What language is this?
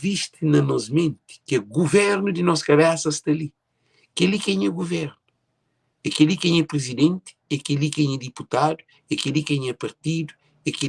Kabuverdianu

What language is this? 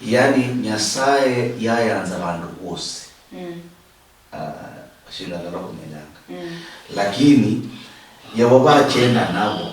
Luyia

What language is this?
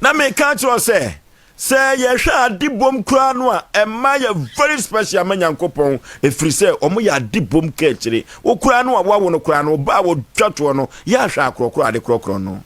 Akan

